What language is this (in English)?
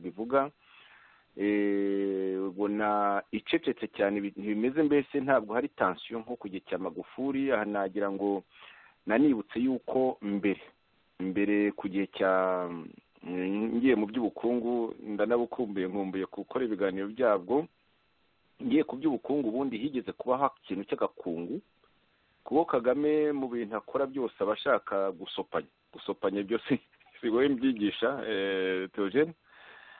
Kinyarwanda